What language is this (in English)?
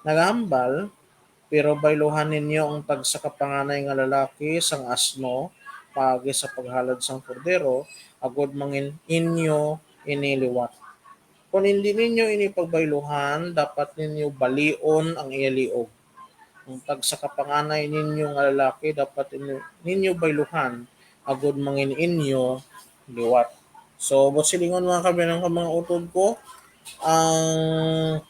Hiligaynon